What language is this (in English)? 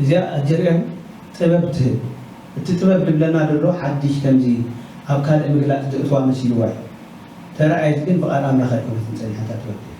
Tigrinya